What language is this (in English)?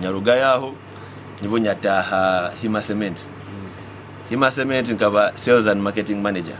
Nyoro